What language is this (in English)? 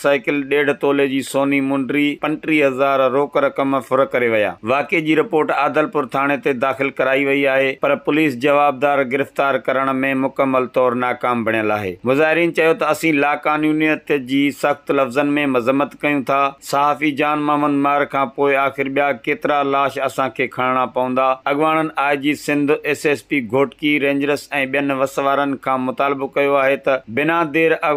Sindhi